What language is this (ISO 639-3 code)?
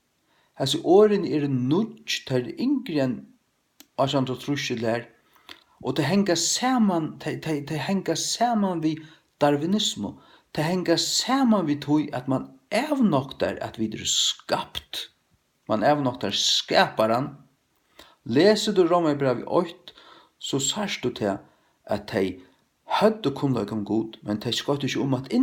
fao